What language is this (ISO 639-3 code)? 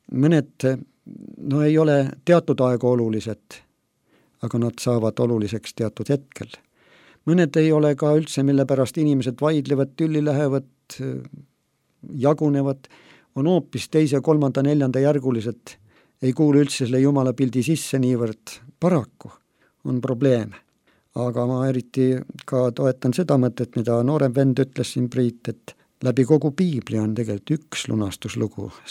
est